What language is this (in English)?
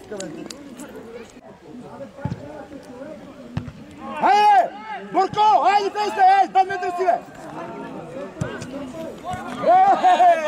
Bulgarian